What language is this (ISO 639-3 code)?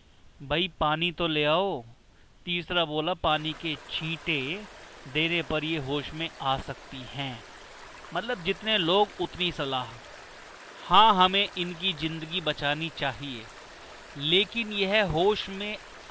hin